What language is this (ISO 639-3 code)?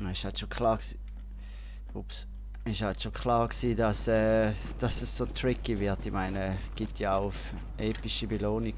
gsw